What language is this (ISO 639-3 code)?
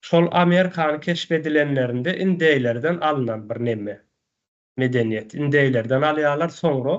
tuk